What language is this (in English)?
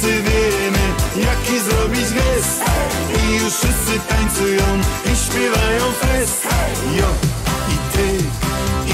Polish